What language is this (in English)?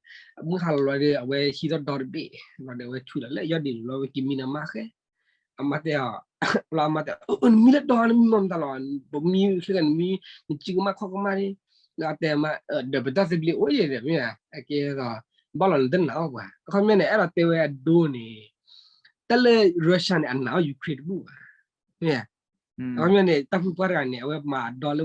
S'gaw Karen